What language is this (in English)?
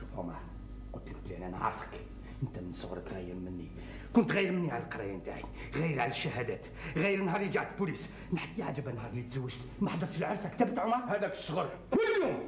Algerian Arabic